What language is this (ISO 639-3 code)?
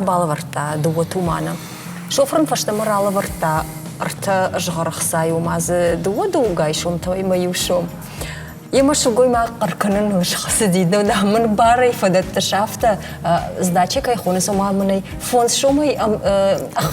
oss